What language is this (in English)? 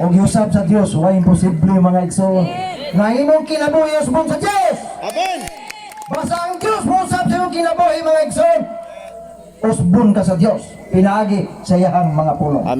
Cebuano